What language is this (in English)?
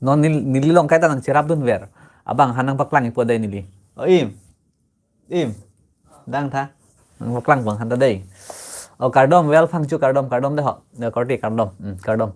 Karbi